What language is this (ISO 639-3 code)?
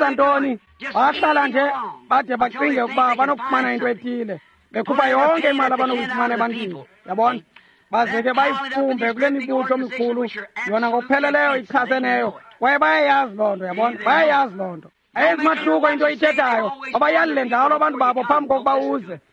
xho